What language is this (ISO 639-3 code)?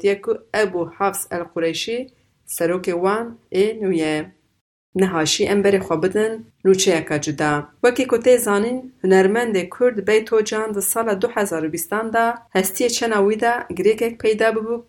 kur